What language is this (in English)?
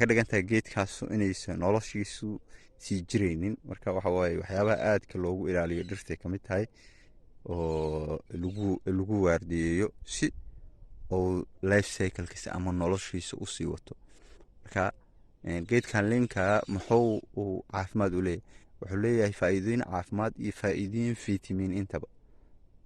Somali